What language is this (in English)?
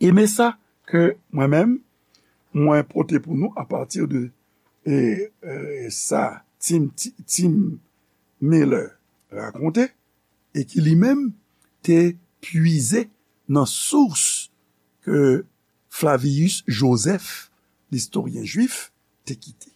Haitian Creole